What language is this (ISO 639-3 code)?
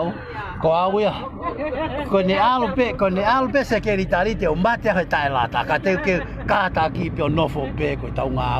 ton